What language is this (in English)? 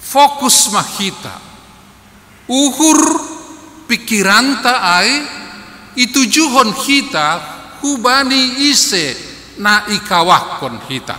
Batak Simalungun